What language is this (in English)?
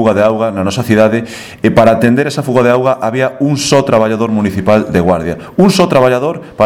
Galician